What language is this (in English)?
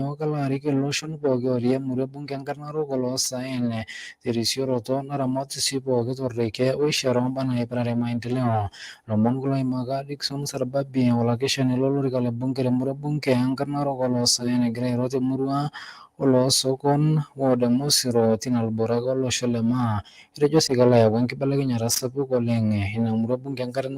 Masai